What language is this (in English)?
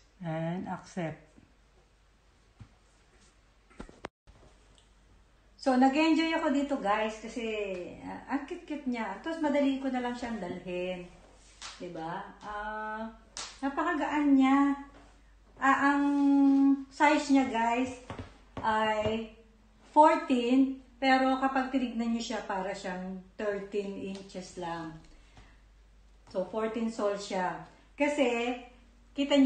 Filipino